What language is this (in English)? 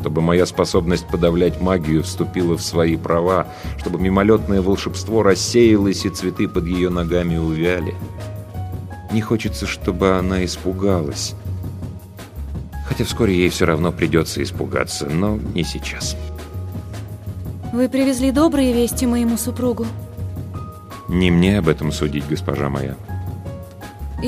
Russian